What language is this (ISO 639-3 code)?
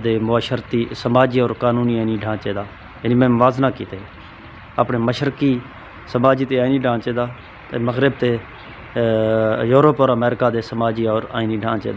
skr